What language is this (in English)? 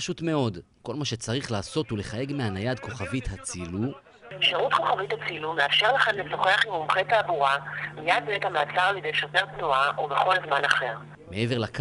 Hebrew